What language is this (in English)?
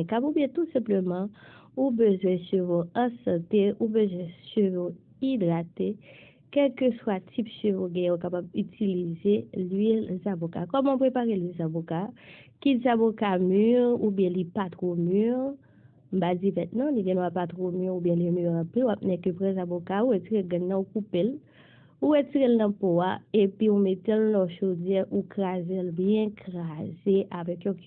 Haitian Creole